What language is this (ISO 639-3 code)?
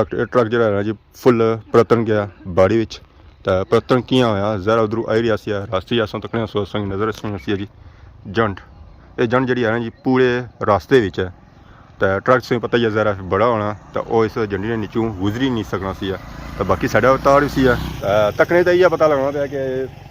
phr